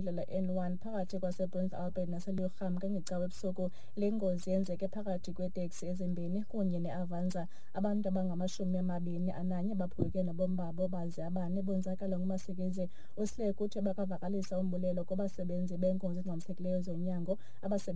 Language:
Xhosa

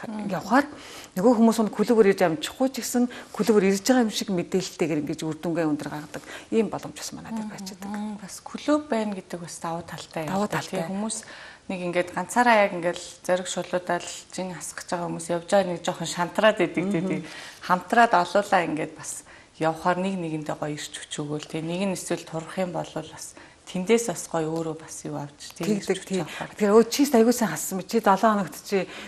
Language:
Mongolian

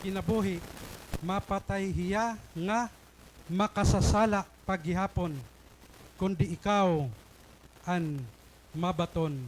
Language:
Waray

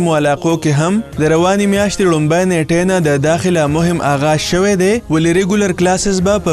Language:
Pashto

